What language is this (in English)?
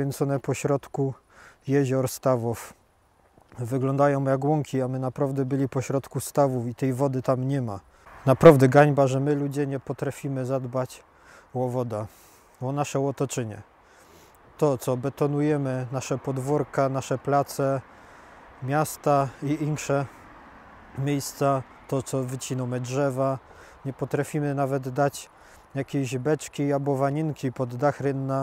Silesian